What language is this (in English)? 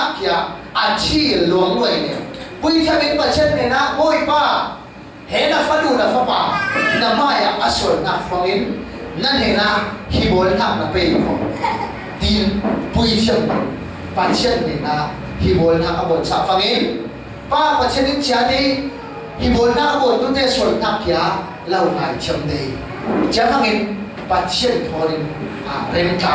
Falam Chin